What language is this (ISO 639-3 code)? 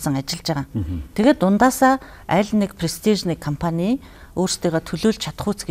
mon